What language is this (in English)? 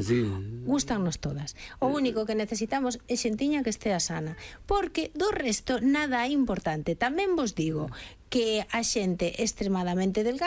Galician